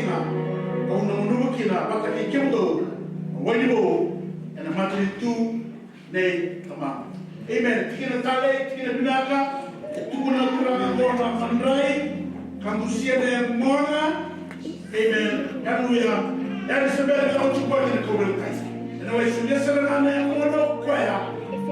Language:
Fijian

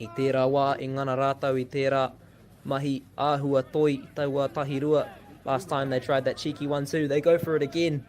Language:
Māori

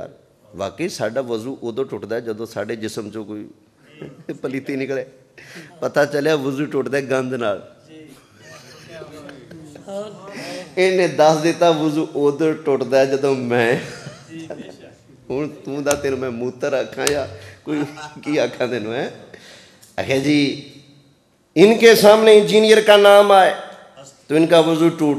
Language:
Urdu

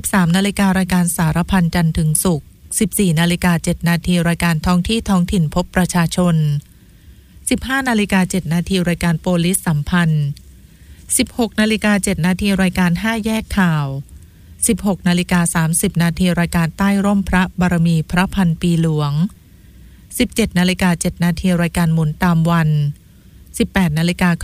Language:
Thai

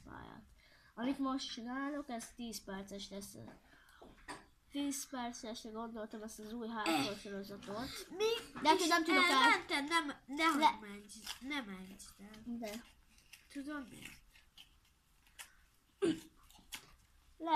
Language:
Hungarian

